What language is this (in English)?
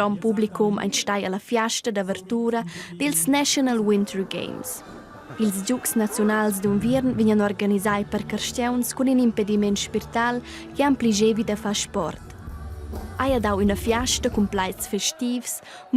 Romansh